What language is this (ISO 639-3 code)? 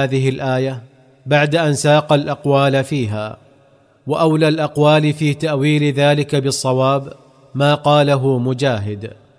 ara